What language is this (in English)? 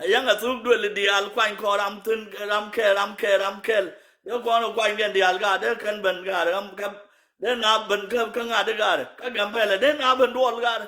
Nuer